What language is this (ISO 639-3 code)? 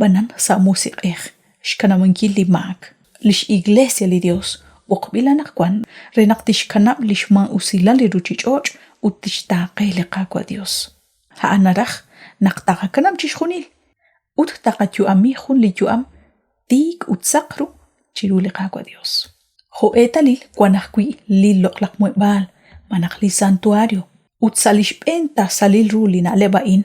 kek